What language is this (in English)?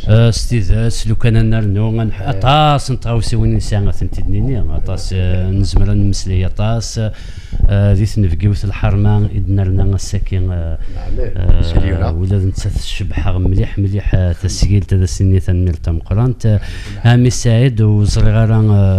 Kabyle